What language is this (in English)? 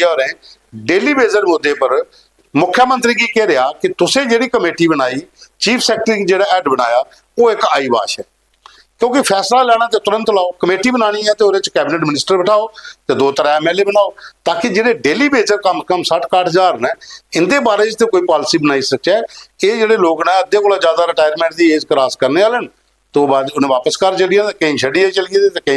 Dogri